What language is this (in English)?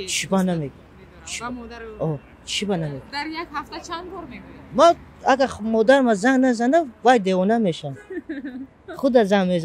Tajik